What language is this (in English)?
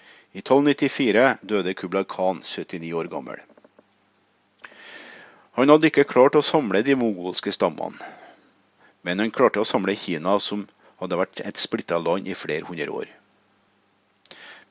Norwegian